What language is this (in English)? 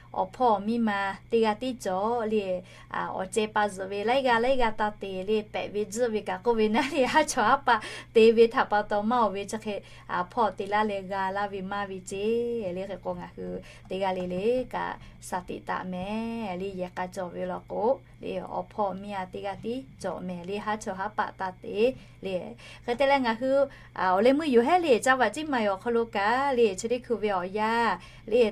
Lahu